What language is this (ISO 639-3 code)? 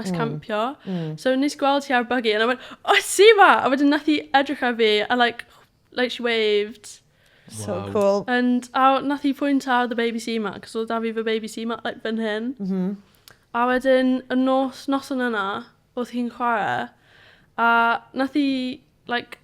cym